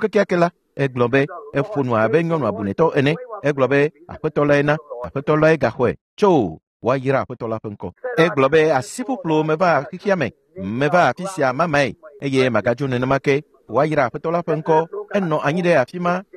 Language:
Ewe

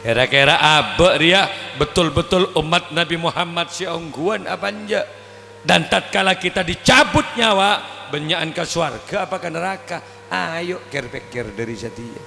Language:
Madurese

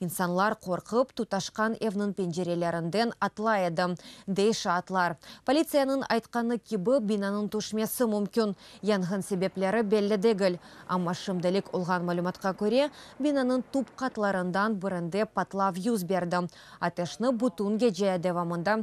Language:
Crimean Tatar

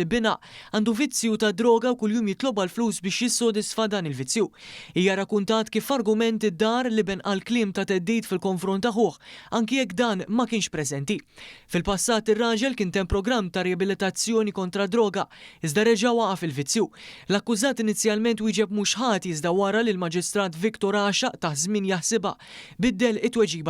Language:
Maltese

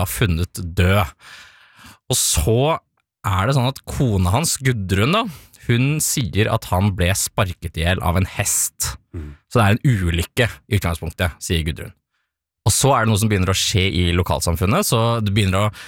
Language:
Norwegian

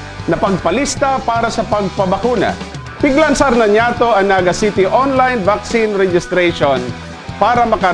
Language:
Bikol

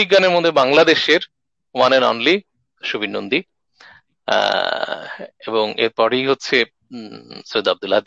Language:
Bangla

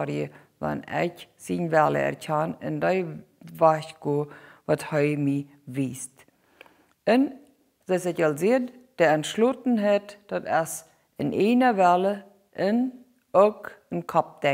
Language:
Plautdietsch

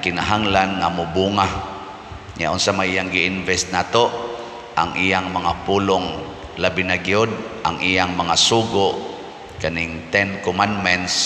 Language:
Cebuano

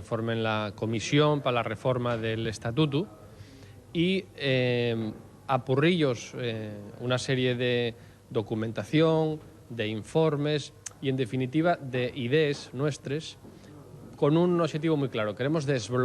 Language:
Asturian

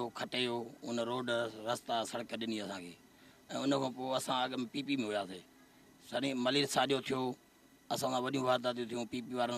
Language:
Sindhi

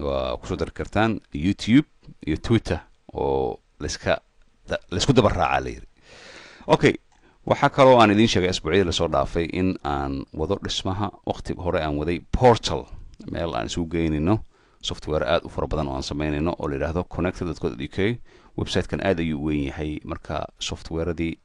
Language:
Somali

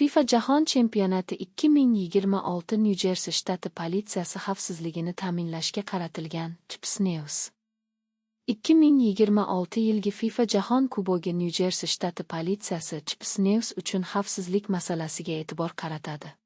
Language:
Uzbek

